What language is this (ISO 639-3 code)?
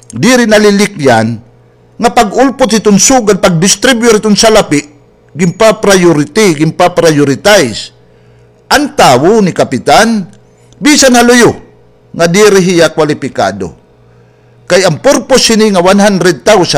war